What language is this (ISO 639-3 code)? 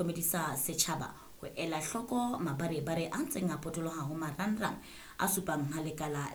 sot